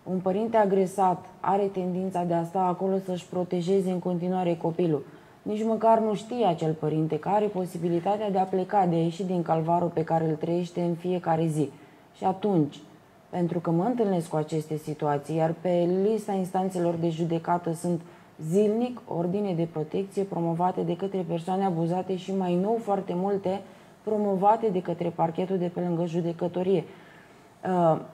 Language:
Romanian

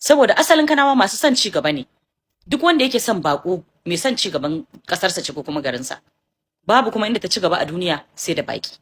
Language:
Hausa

